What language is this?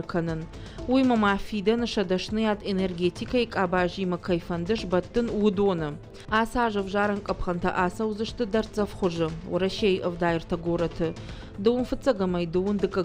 Ossetic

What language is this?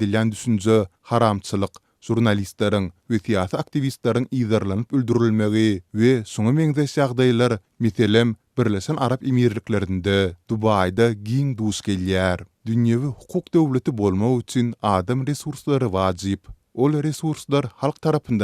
Turkmen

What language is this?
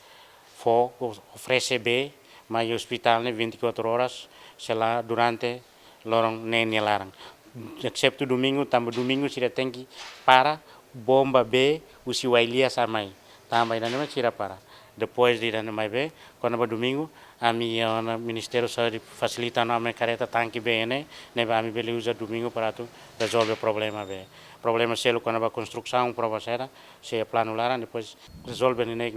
Tetum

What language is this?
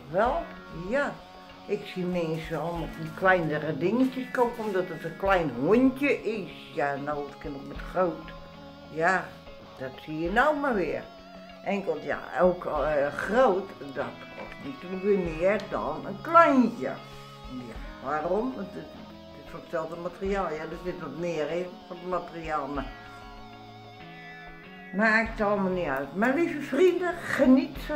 Dutch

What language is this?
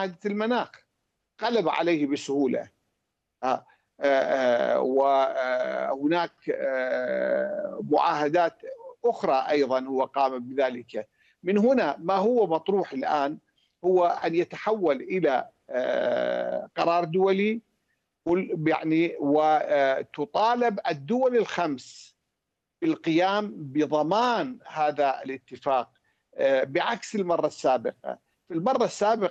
Arabic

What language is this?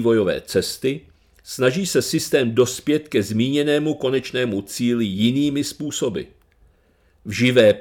Czech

